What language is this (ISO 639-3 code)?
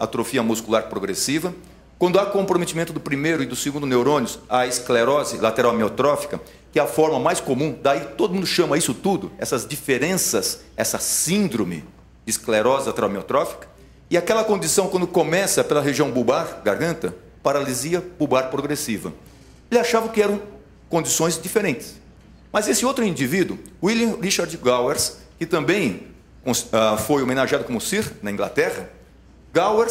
por